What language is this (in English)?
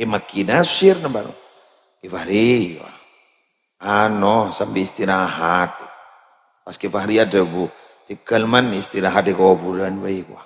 Madurese